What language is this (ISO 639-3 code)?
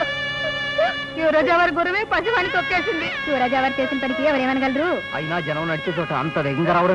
tel